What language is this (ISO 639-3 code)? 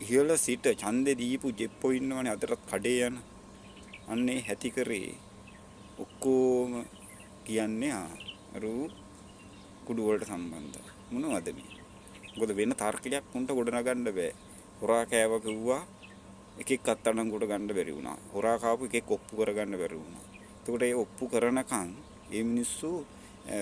sin